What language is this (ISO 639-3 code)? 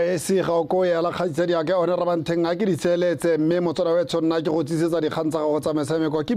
tsn